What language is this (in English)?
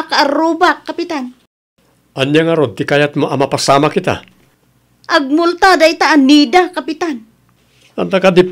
Iloko